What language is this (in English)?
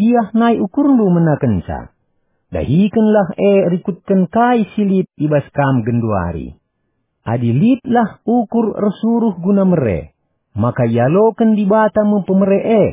Batak Karo